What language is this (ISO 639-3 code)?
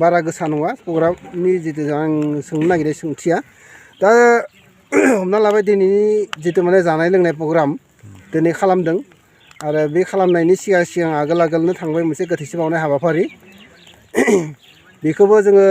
brx